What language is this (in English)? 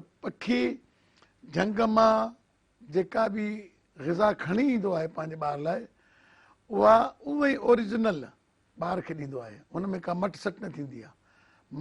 Sindhi